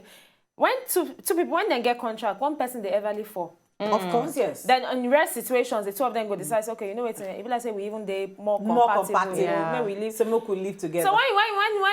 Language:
Nigerian Pidgin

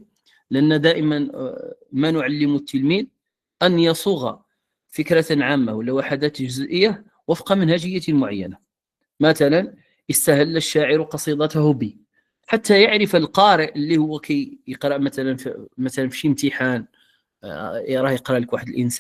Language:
Moroccan Arabic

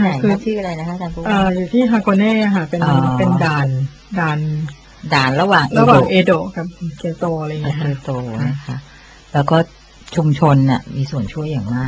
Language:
Thai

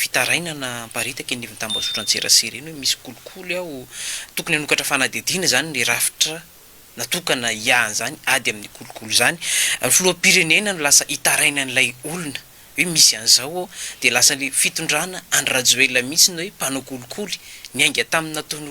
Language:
Malagasy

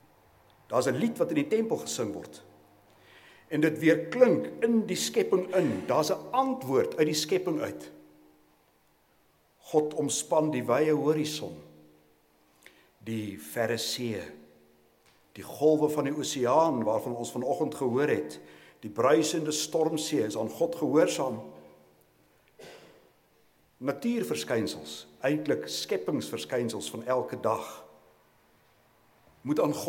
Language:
Afrikaans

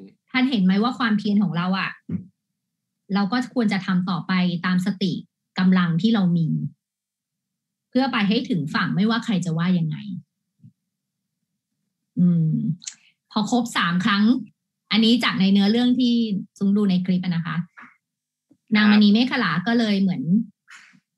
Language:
Thai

